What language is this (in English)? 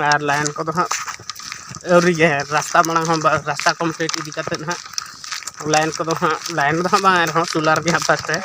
Santali